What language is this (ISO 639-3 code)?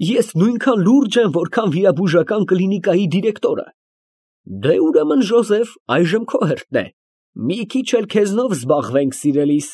hye